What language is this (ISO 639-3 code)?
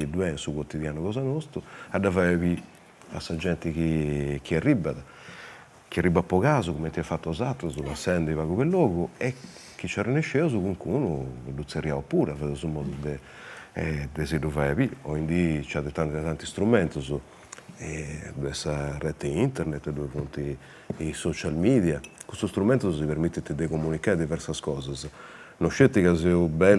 srd